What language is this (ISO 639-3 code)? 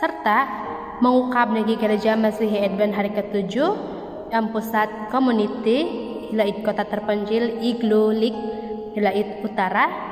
dtp